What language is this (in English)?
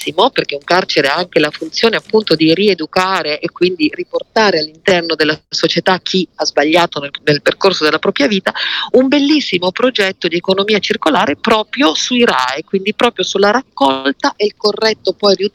Italian